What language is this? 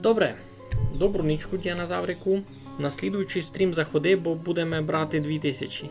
Rusyn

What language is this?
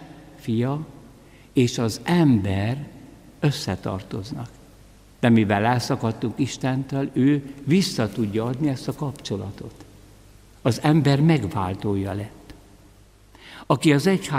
Hungarian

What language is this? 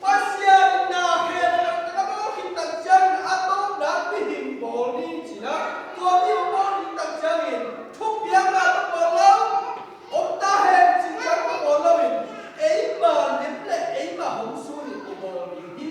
Tedim Chin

